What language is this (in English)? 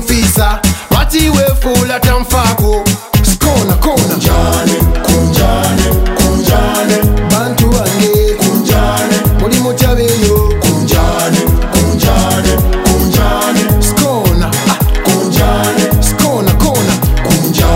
Ganda